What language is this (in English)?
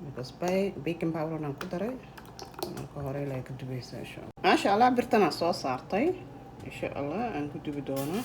Somali